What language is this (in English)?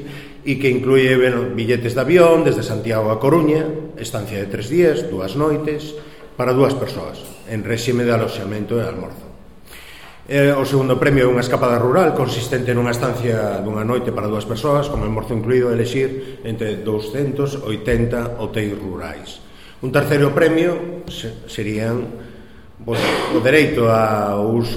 Galician